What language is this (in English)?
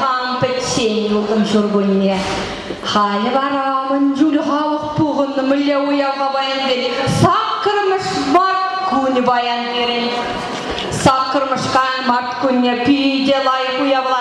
Chuvash